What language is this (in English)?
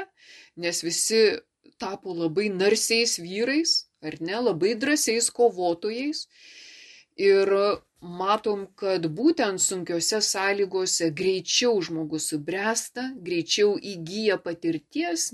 Lithuanian